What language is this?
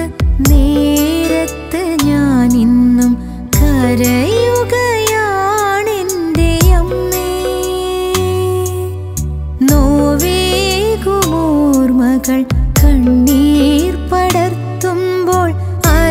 Malayalam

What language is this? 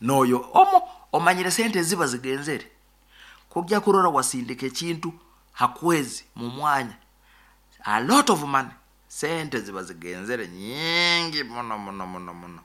Nyoro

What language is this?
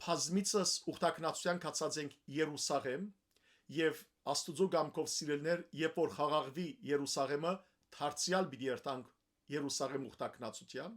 Western Armenian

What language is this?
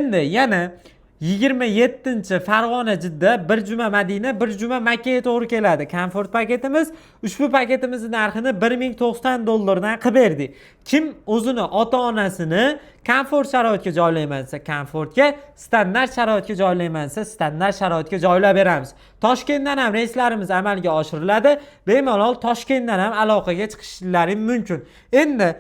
Uzbek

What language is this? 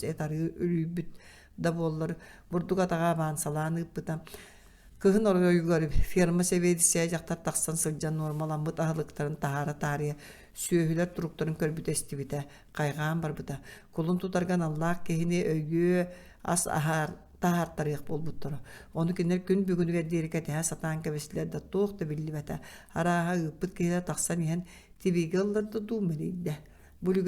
Yakut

